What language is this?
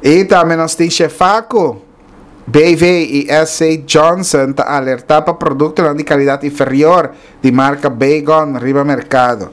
Papiamento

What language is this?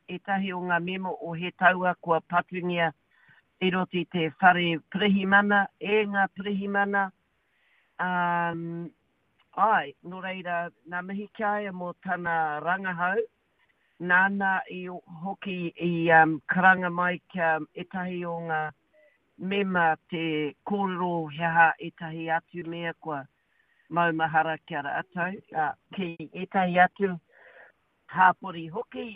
Māori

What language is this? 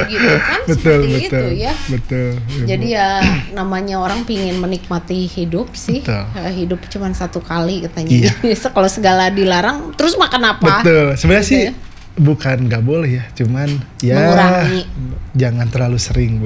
Indonesian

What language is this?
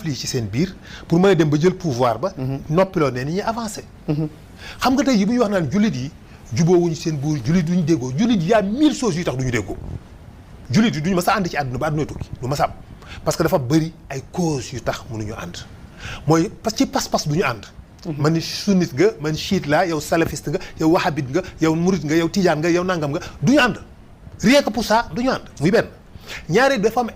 Wolof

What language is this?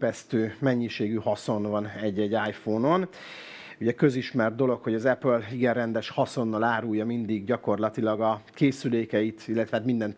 Hungarian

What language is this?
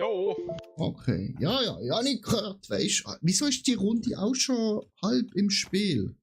Swiss German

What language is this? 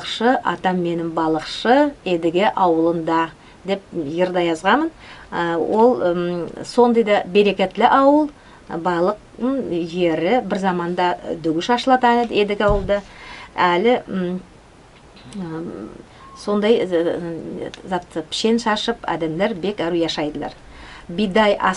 Nogai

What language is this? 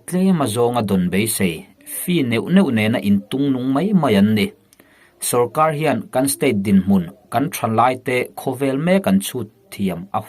Mizo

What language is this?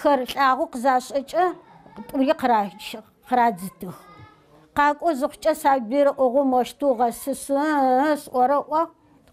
Adyghe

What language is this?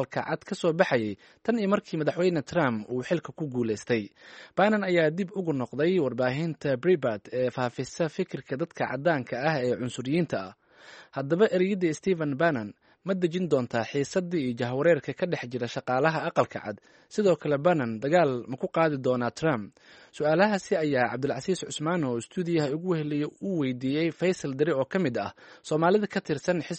Somali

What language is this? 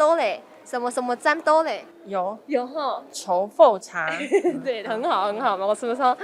Hakka Chinese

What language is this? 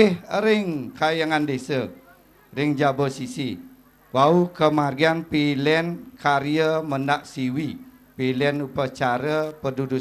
Balinese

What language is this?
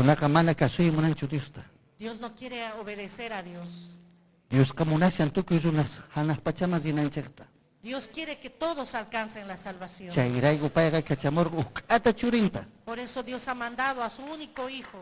Ayacucho Quechua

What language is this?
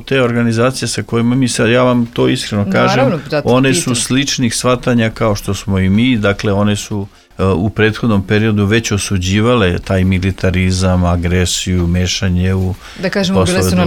Serbian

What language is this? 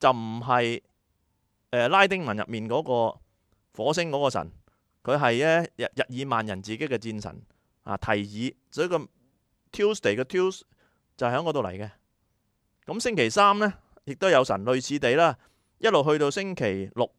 Cantonese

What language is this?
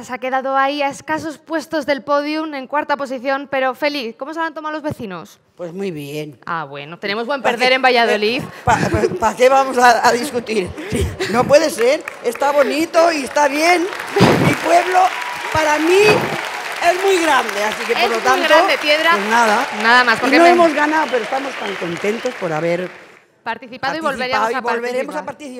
Spanish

